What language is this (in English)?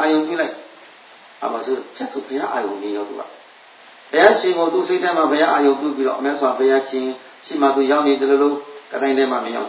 Burmese